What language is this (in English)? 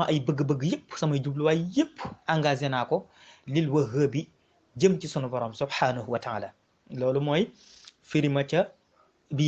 Wolof